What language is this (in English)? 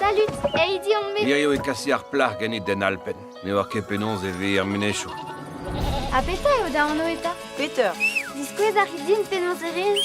Breton